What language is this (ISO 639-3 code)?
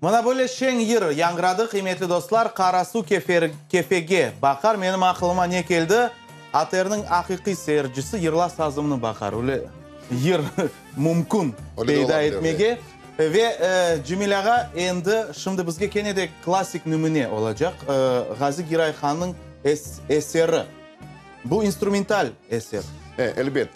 crh